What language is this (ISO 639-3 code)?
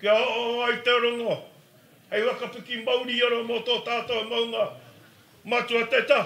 mri